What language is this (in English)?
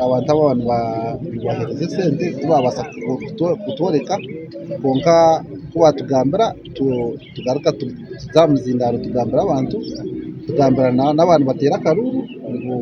Nyankole